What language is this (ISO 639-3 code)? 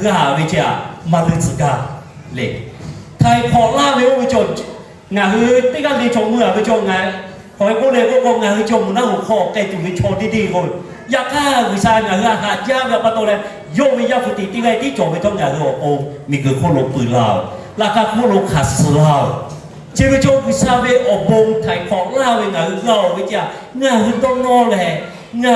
lhu